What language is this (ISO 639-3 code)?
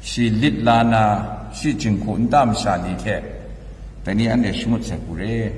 kac